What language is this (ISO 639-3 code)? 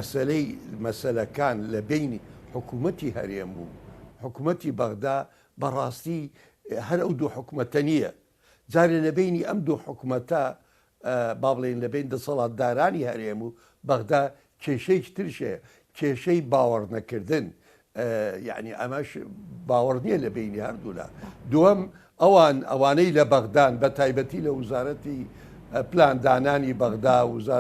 ckb